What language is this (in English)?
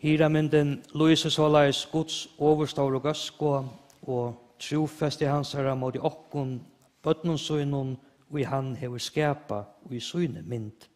Faroese